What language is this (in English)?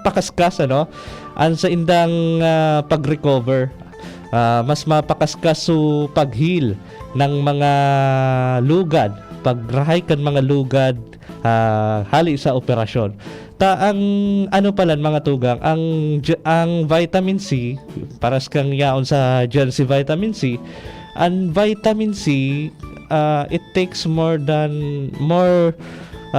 Bikol